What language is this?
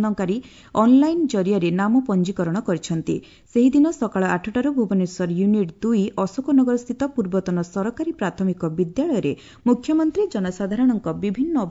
Odia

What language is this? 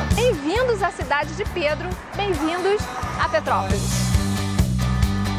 Portuguese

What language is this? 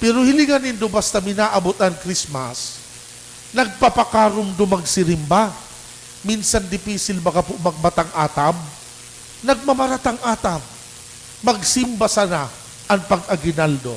Bikol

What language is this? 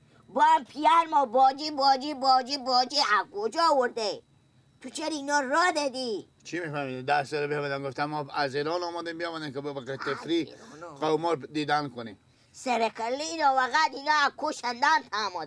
Persian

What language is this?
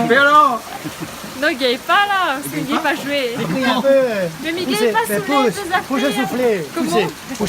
Réunion Creole French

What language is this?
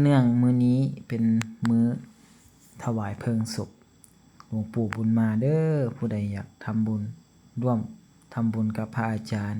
Lao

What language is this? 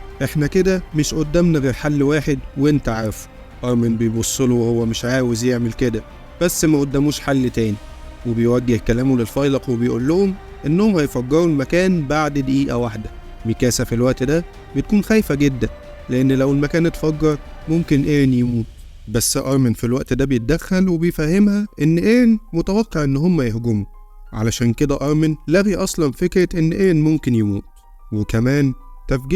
Egyptian Arabic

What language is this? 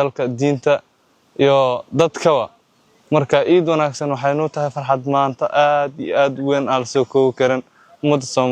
Somali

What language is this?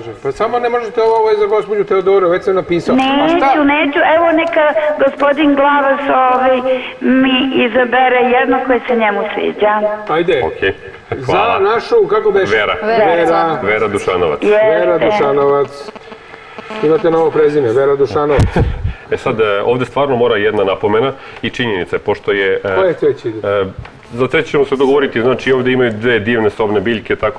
Serbian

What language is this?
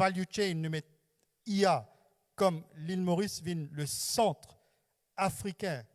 Morisyen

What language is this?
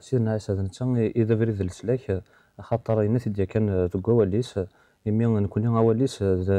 Kabyle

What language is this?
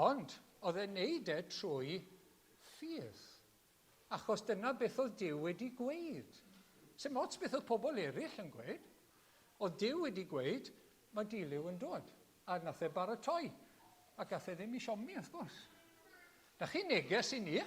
Welsh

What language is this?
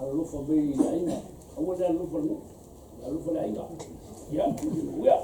Samoan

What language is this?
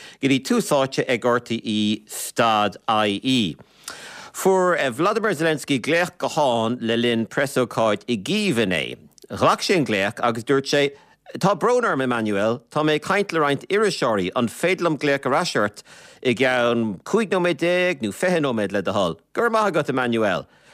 Irish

